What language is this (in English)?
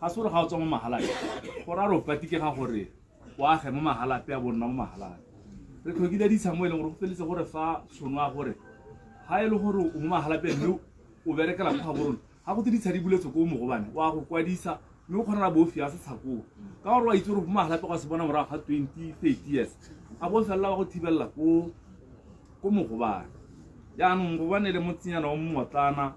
Tswana